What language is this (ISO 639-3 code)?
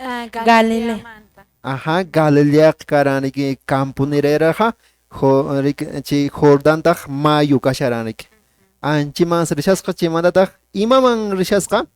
que